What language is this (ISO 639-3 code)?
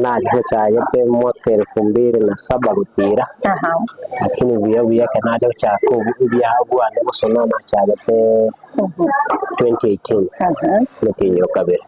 guz